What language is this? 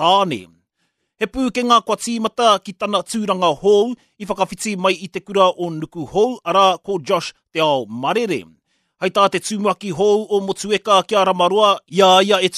Māori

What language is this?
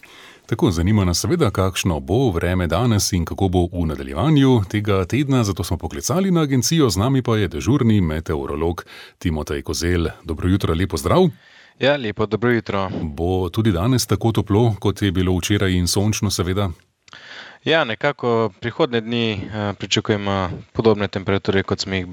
Slovenian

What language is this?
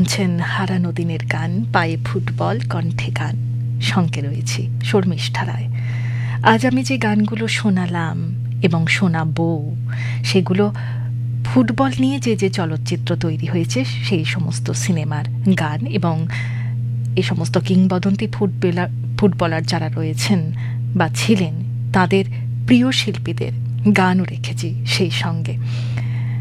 Bangla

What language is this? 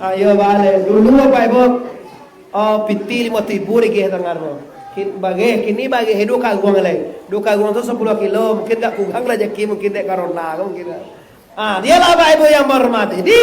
Minangkabau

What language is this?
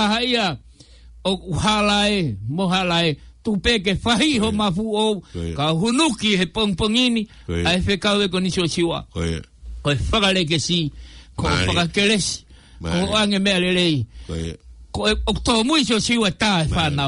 Tongan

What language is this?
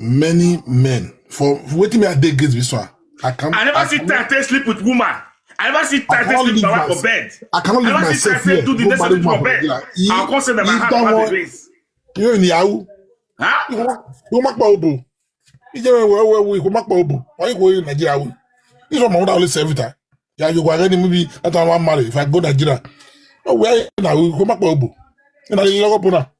Nigerian Pidgin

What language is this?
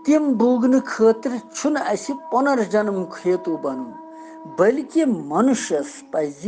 Kashmiri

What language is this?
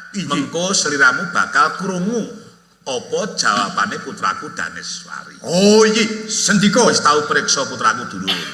Javanese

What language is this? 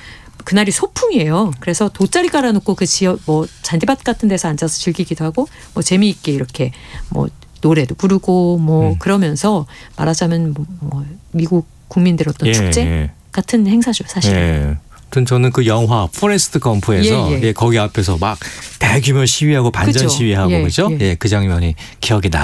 Korean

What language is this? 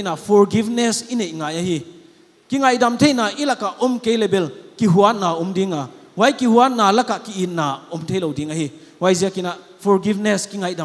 Paite Chin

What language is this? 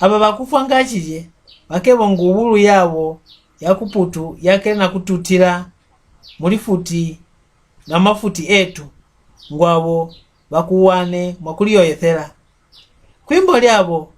Mbunda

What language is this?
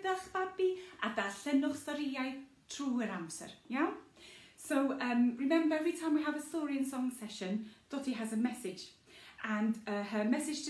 Welsh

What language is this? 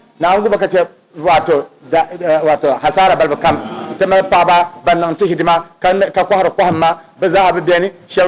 Dagbani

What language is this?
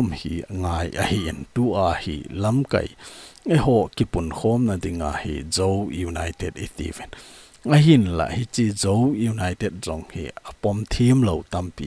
Thado Chin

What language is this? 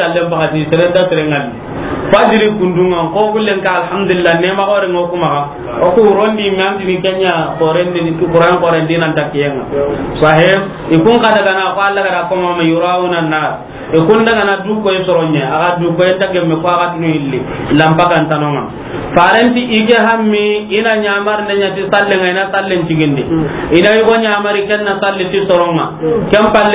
Soninke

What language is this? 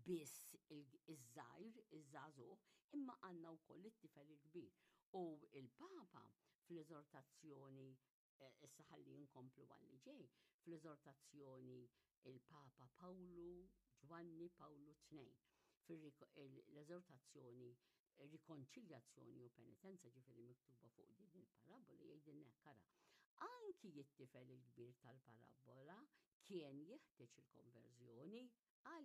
Maltese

